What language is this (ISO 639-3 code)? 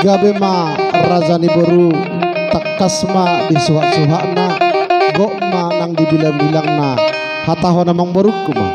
bbc